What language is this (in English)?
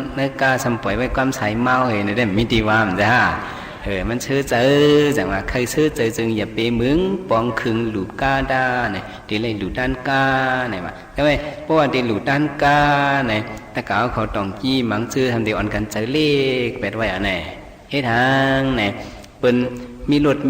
Shan